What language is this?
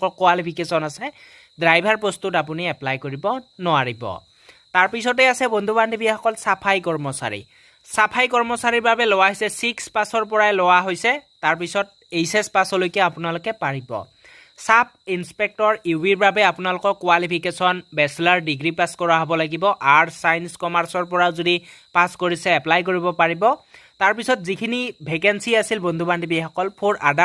Assamese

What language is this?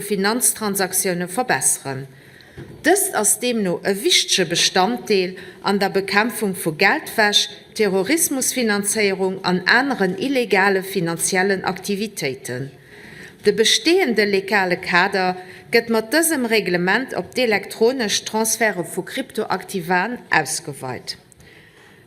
Luxembourgish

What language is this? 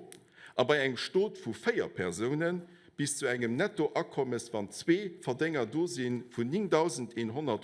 Luxembourgish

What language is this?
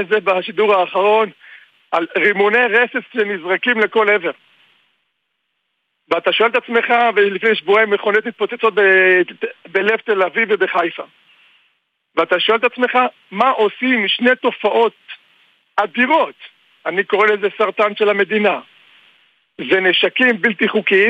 Hebrew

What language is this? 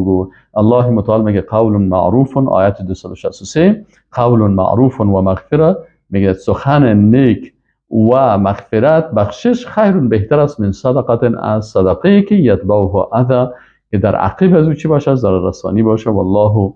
Persian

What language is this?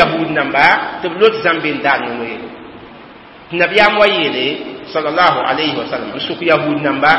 Mossi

